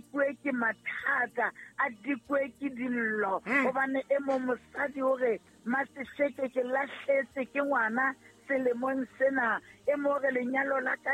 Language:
Southern Sotho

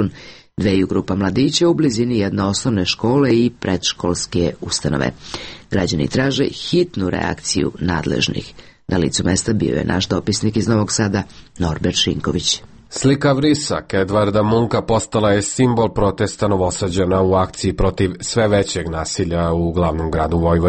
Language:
Serbian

